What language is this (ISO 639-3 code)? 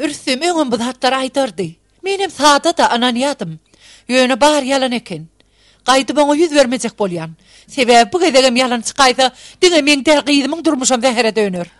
tuk